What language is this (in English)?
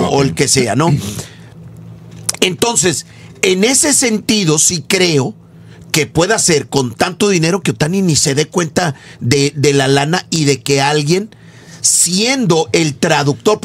Spanish